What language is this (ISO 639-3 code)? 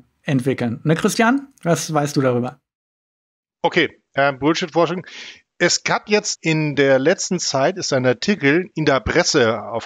deu